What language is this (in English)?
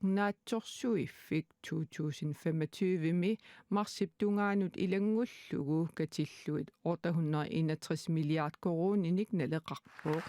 Kalaallisut